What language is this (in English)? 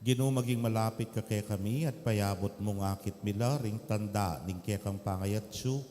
Pampanga